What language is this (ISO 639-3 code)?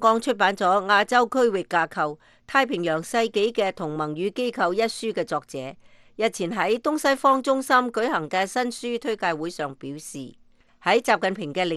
yue